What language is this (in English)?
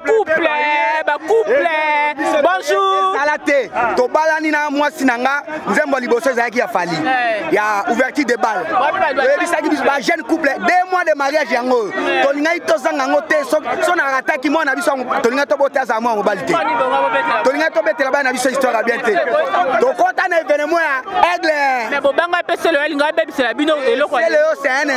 Lingala